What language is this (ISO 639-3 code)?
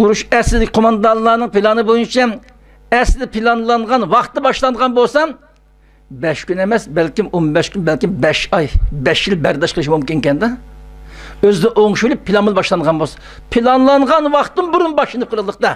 uig